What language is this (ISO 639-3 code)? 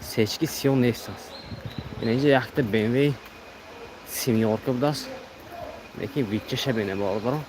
tgk